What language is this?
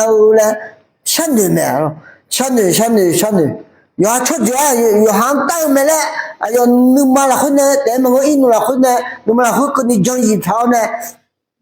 Akha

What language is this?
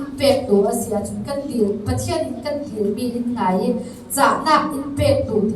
Falam Chin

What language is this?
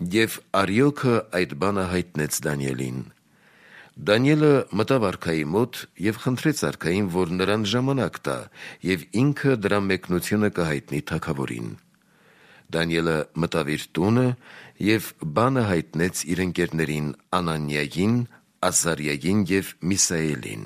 Armenian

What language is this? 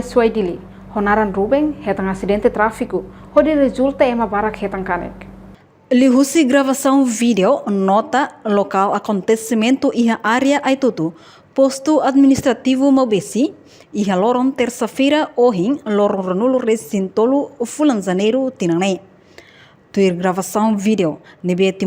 Tetum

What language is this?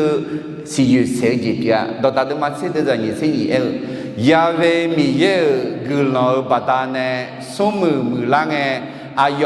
Akha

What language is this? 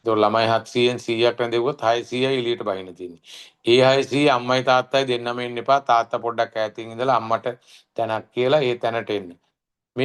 Sinhala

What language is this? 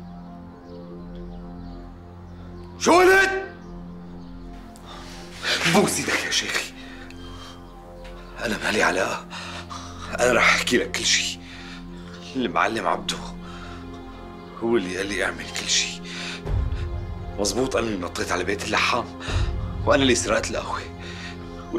North Levantine Arabic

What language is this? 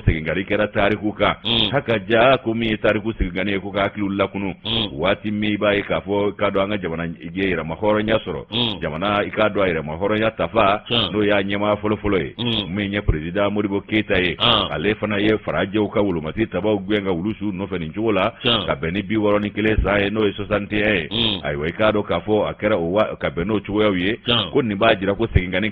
Bambara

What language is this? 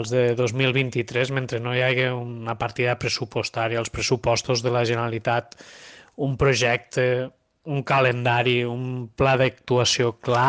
Catalan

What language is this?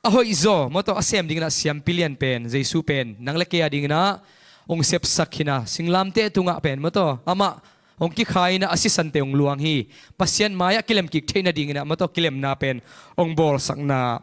Tedim Chin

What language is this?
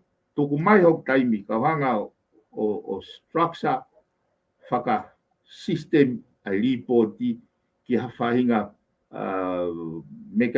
Tongan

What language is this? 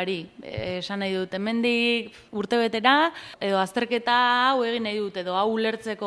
Basque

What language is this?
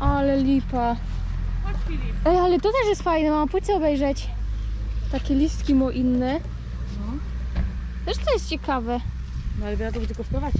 Silesian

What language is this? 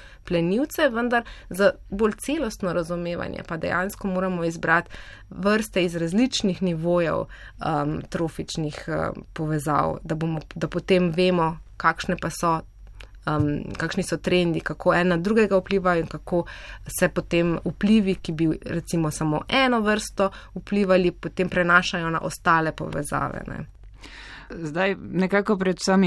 Slovenian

